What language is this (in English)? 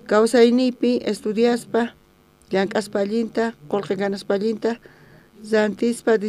South Bolivian Quechua